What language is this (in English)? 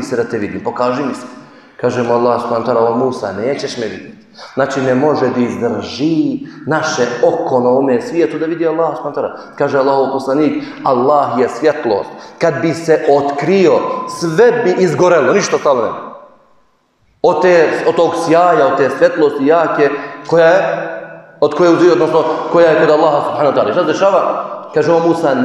Bosnian